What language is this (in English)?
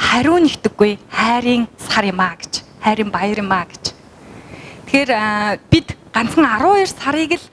Mongolian